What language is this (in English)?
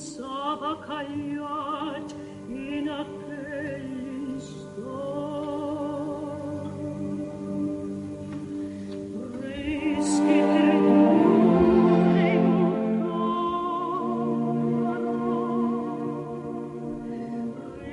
Catalan